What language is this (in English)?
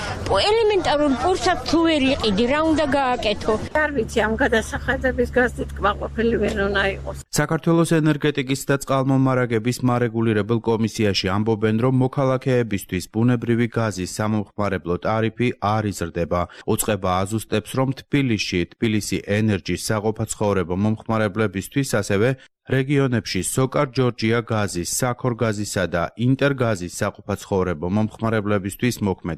Georgian